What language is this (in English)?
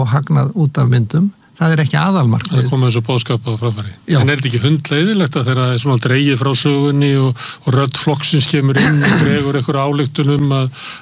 Icelandic